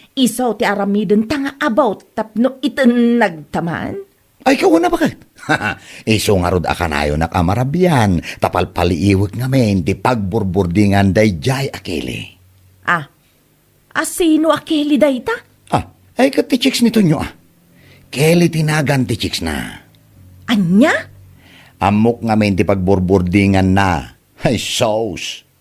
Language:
Iloko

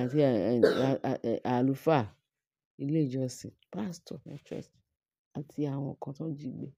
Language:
Yoruba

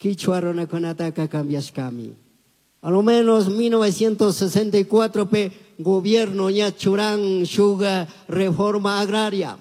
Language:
Chimborazo Highland Quichua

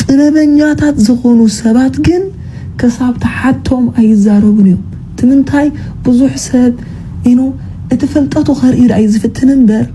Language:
Tigrinya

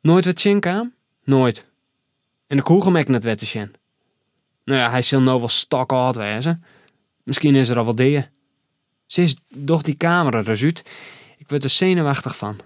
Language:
Western Frisian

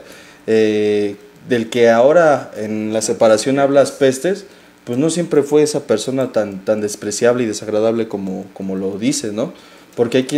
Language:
Spanish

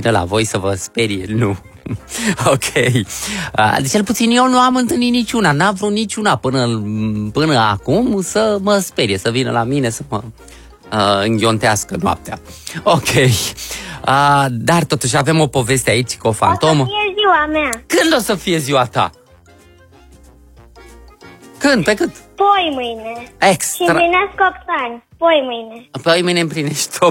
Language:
Romanian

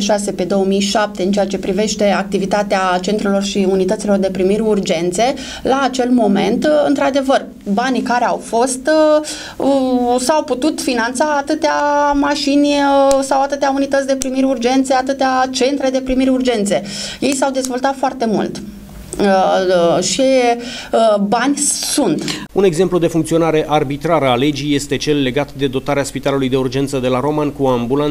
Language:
Romanian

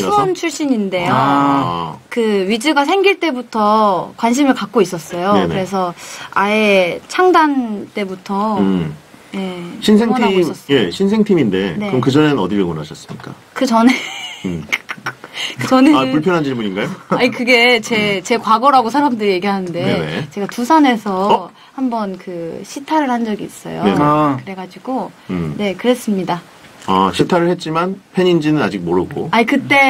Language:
Korean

